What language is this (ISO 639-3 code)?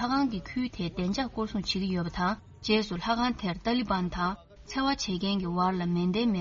bod